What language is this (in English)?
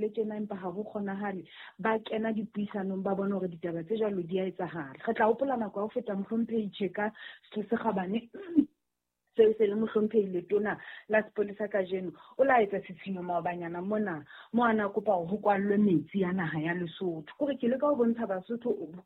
Southern Sotho